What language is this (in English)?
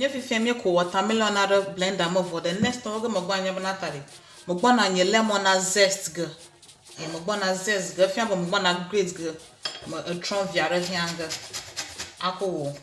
Ewe